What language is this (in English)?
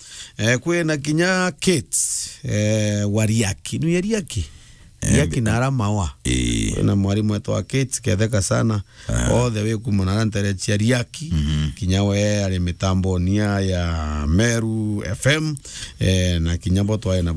Meru